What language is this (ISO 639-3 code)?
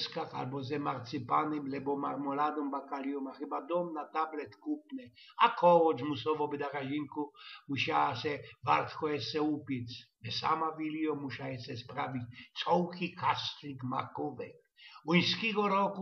szl